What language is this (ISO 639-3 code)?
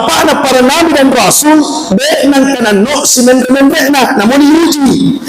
bug